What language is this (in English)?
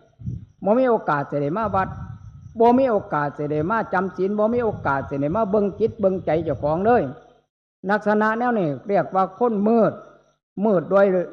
Northeastern Thai